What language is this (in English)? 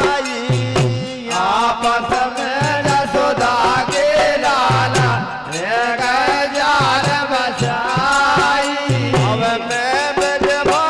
Bundeli